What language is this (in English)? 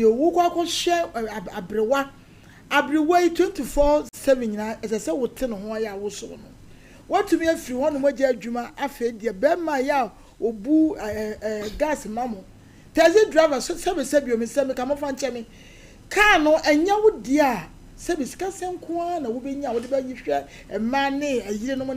Akan